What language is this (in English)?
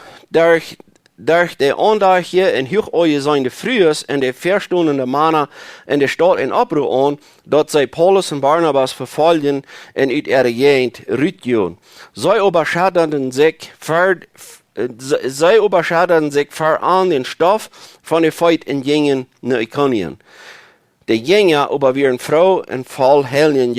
Plautdietsch